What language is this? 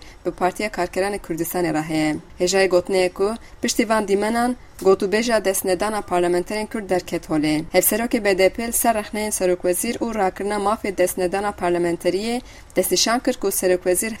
Kurdish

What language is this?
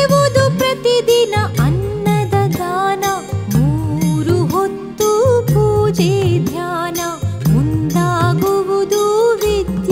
Kannada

